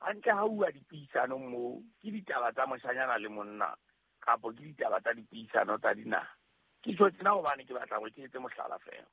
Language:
Southern Sotho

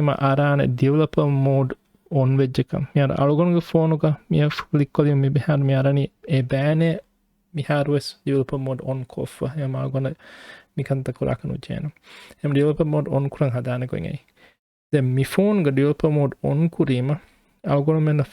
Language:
Divehi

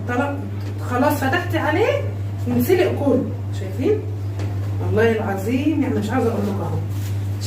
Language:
Egyptian Arabic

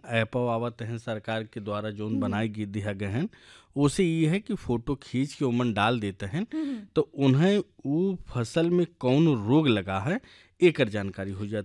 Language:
Bhojpuri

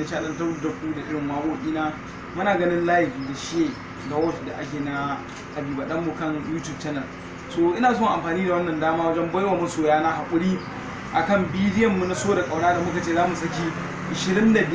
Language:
Hausa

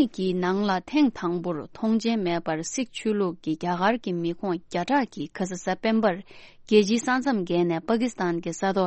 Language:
Tibetan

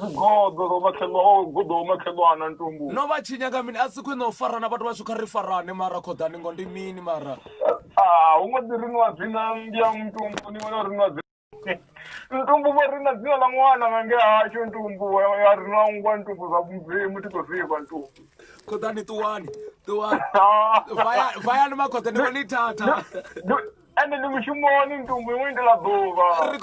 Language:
Venda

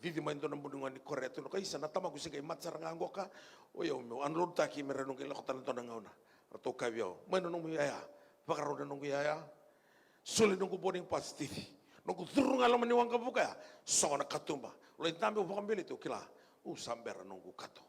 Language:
Fijian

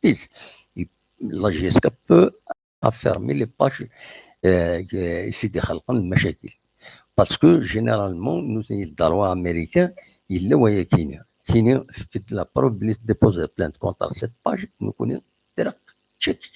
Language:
Kabyle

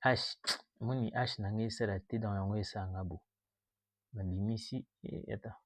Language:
Lingala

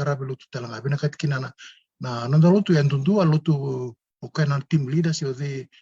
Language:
Fijian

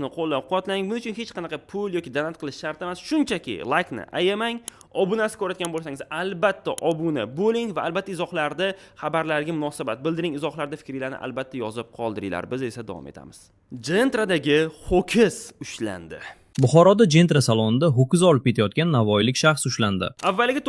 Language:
Uzbek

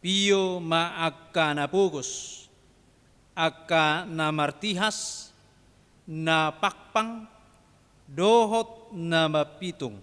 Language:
Batak Toba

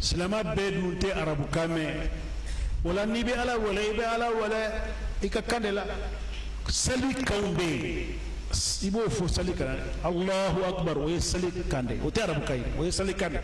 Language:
Bambara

